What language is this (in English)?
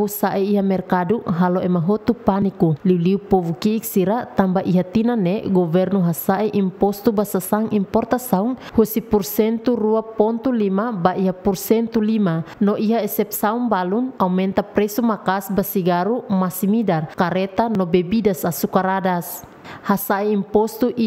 Tetum